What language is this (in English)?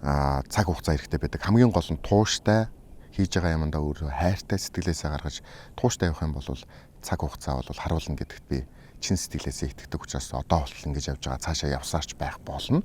Mongolian